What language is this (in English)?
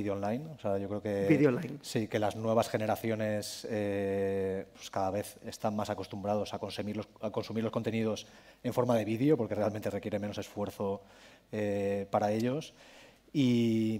Spanish